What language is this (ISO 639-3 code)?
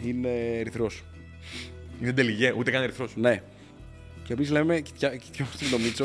ell